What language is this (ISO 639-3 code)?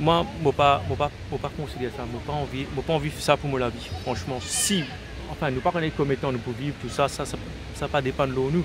mfe